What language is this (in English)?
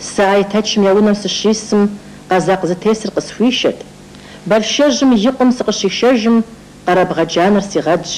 Kabardian